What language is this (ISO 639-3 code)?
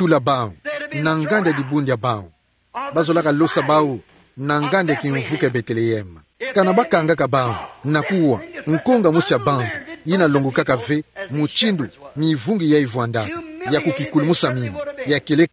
ktu